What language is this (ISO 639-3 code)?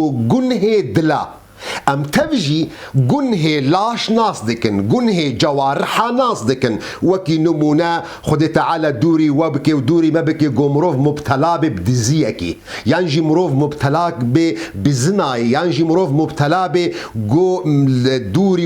kur